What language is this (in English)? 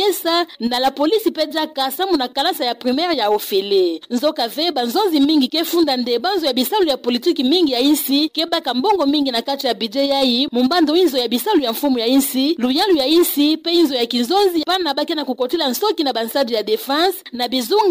Kituba (Democratic Republic of Congo)